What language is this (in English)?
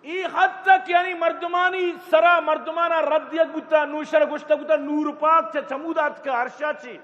Eastern Balochi